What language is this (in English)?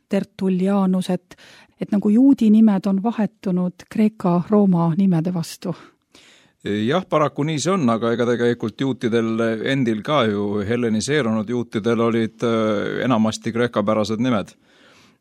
Estonian